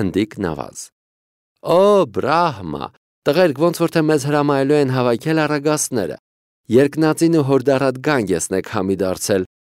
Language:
Armenian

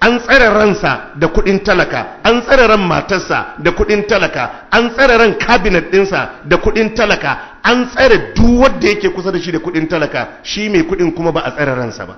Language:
Hausa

